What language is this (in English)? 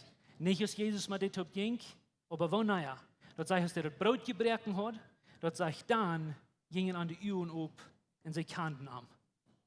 Plautdietsch